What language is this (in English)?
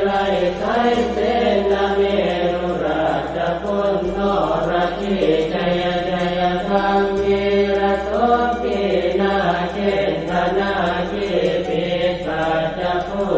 Pali